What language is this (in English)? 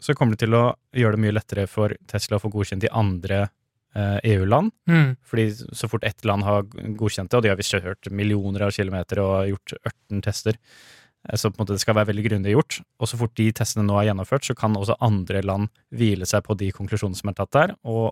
Norwegian